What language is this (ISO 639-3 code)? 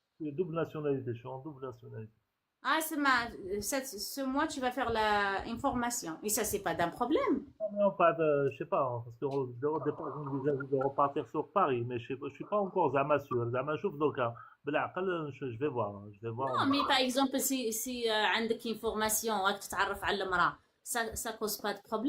arq